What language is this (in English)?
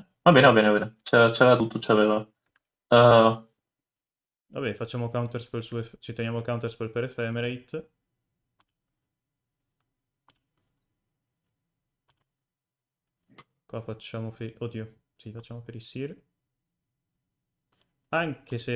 Italian